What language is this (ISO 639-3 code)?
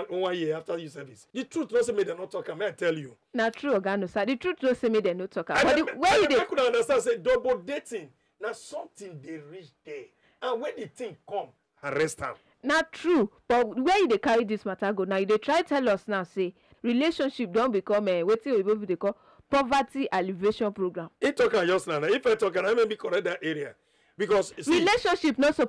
pcm